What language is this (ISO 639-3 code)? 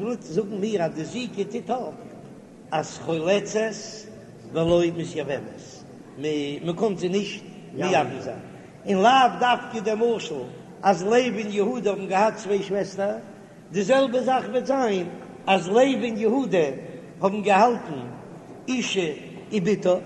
yid